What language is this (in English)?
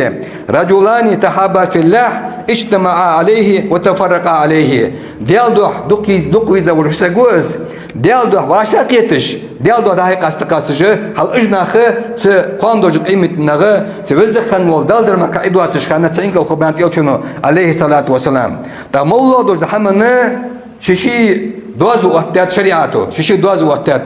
Ingush